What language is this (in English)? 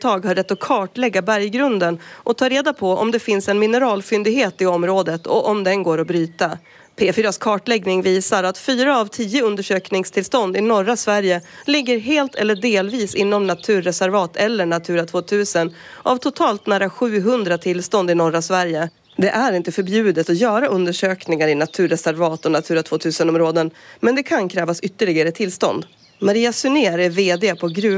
Swedish